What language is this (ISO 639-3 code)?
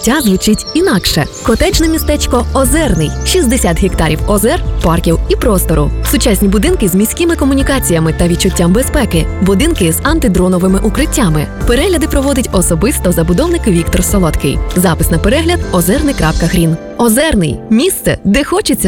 ukr